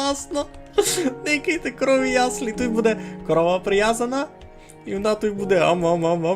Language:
Rusyn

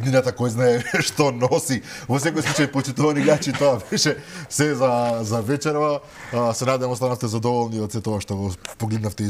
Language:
Macedonian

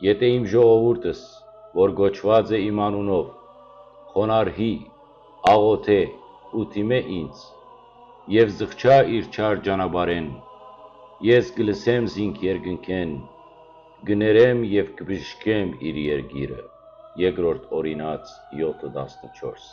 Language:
Western Armenian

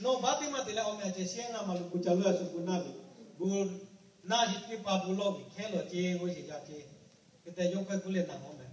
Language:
Lahu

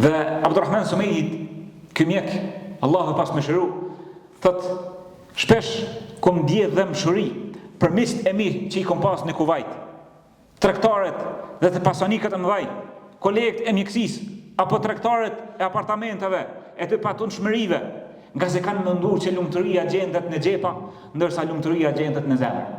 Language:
Albanian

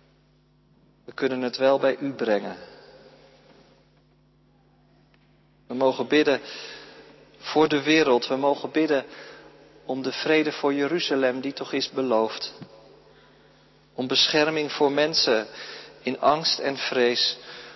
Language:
Dutch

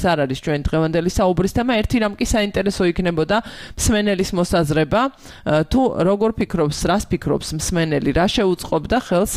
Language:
Georgian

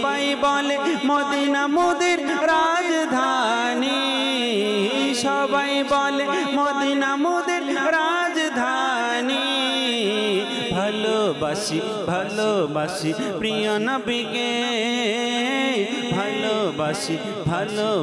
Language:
Bangla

